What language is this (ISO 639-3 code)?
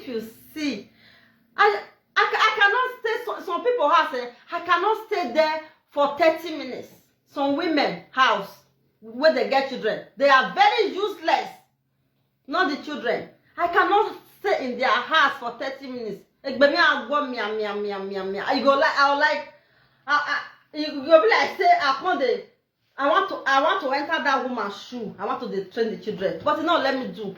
pcm